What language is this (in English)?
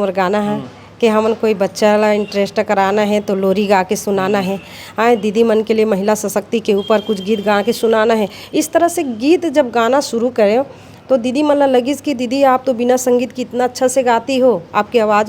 Chhattisgarhi